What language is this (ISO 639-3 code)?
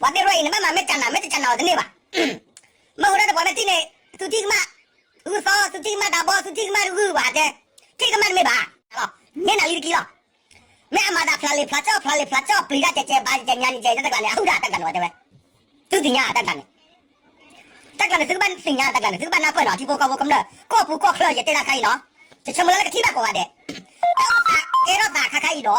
ksw